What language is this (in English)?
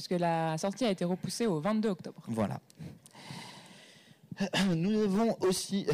French